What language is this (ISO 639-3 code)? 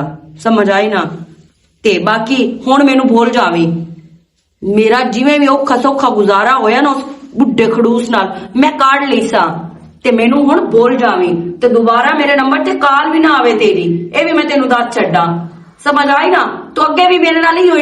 lah